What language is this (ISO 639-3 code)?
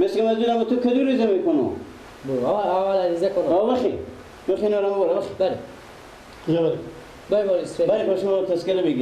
fas